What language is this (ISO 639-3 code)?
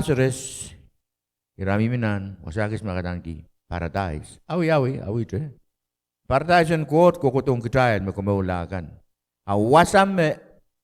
pon